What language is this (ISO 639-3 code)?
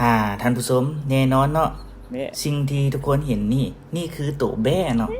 lao